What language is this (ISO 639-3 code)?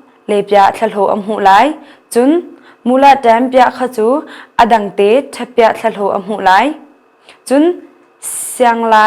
cnh